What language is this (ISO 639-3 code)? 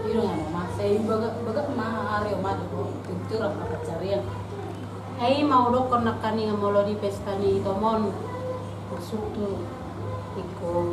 bbc